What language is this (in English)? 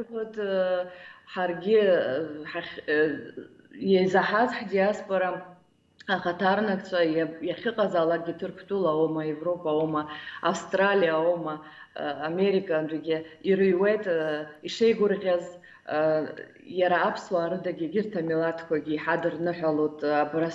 Abkhazian